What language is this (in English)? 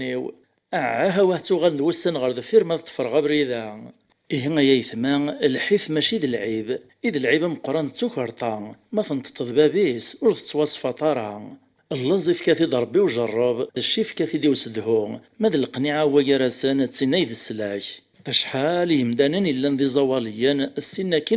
Kabyle